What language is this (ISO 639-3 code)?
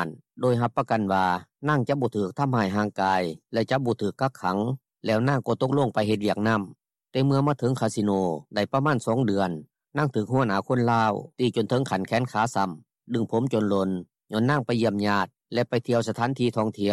lao